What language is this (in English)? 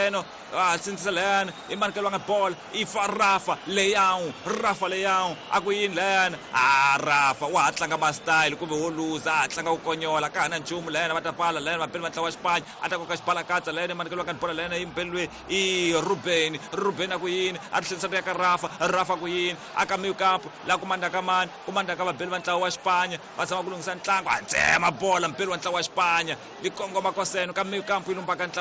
Tsonga